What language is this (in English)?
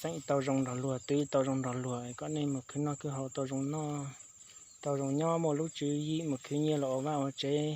Hmong